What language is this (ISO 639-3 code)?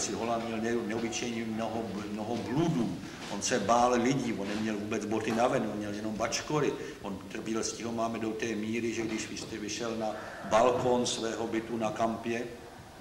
ces